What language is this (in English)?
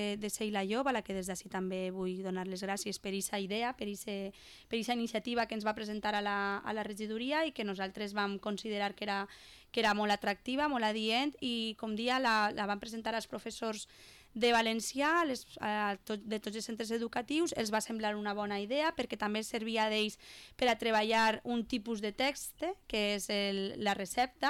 Catalan